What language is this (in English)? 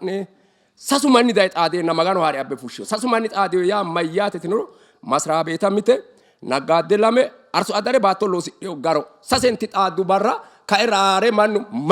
Sidamo